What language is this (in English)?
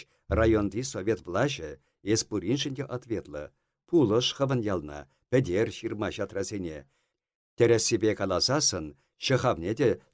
Chuvash